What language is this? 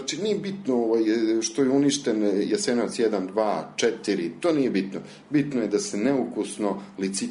Serbian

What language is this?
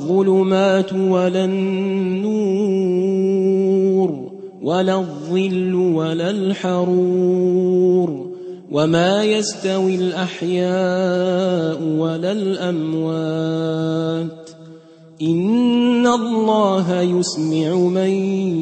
Arabic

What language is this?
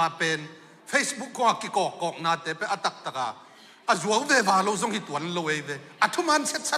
Tedim Chin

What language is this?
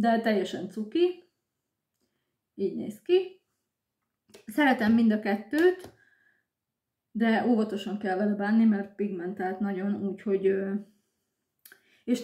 Hungarian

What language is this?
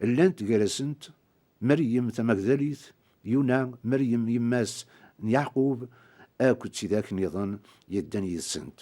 Kabyle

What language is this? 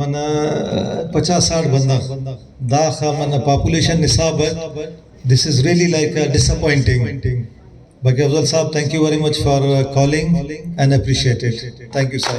Brahui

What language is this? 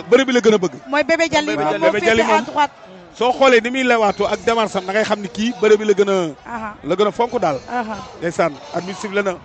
Wolof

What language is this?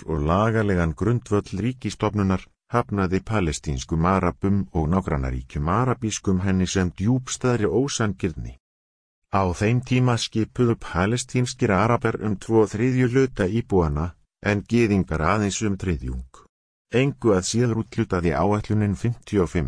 Icelandic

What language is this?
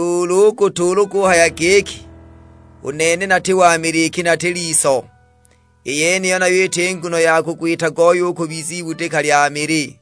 Sukuma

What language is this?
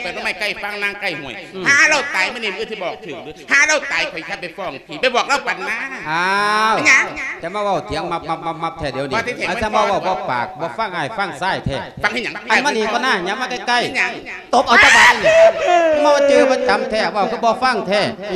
Lao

